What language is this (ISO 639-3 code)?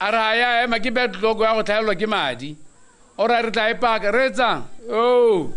tsn